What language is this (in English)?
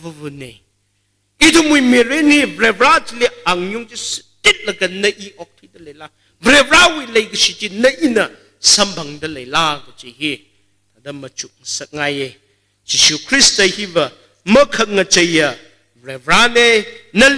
Tangkhul Naga (India)